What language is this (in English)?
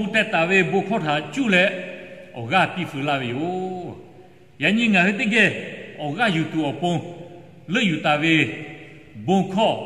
Lahu